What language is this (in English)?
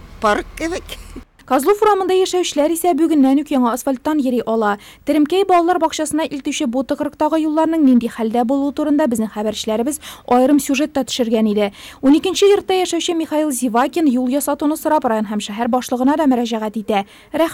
Tatar